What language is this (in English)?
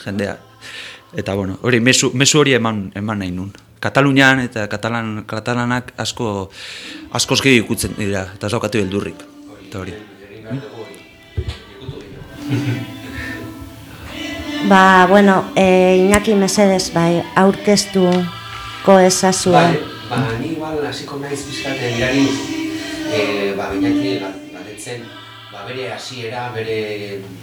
Basque